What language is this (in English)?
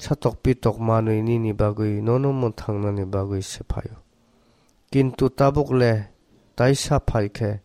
Kok Borok